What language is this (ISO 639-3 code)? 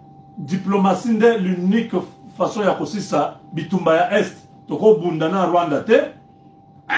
lin